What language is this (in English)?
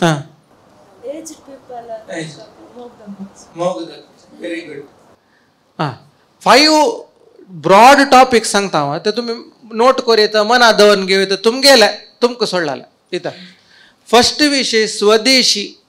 Konkani